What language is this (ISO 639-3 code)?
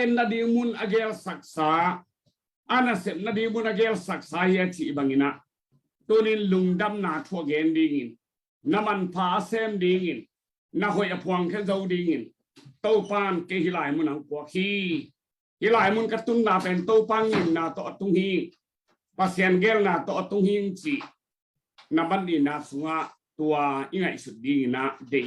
ctd